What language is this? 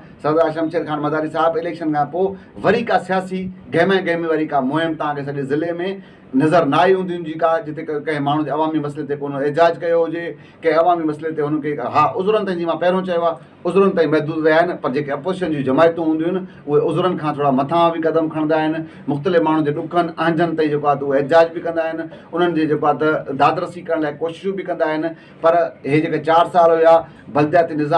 Sindhi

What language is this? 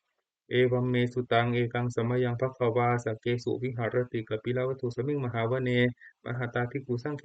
Pali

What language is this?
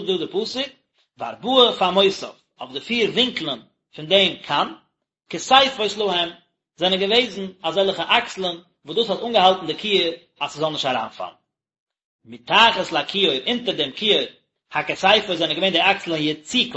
Yiddish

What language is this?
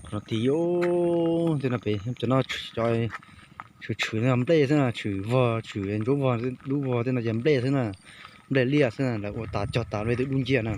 Hmong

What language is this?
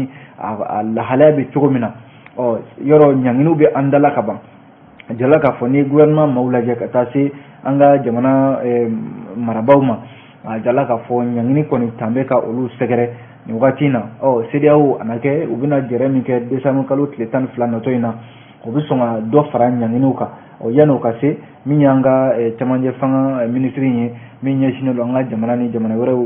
Bambara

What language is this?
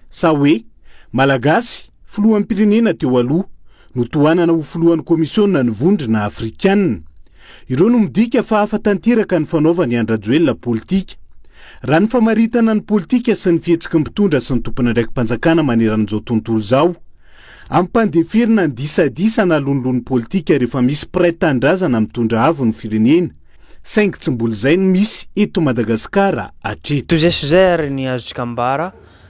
Malagasy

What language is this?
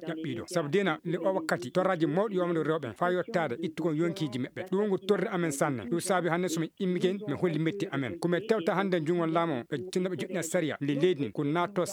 Fula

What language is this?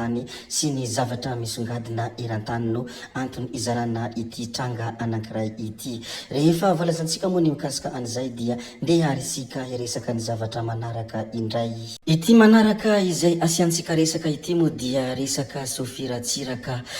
Malagasy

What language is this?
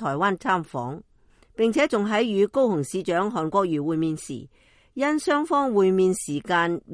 Cantonese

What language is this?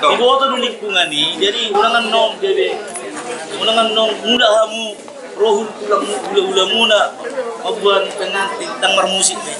Batak Toba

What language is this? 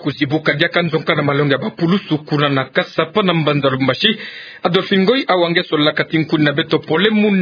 Kituba (Democratic Republic of Congo)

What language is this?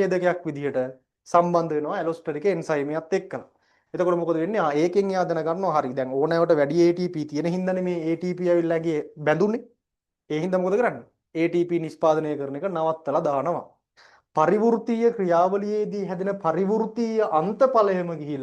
Sinhala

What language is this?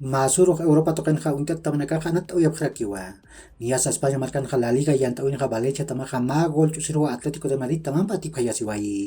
Aymara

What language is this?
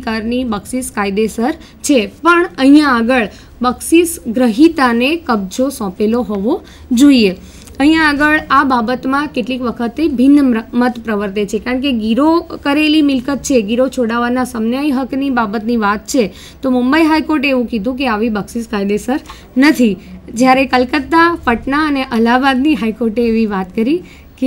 Gujarati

